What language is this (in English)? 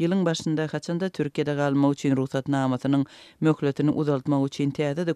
Turkmen